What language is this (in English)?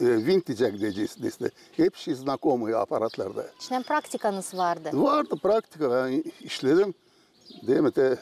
Gagauz